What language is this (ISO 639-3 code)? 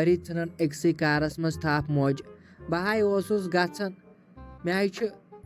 kas